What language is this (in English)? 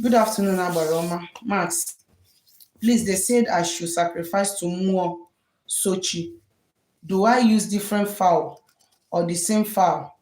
Igbo